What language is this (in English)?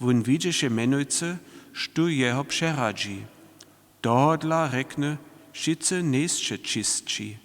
Upper Sorbian